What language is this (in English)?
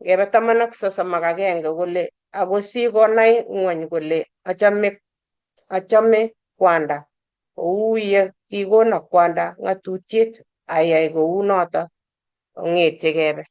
Kalenjin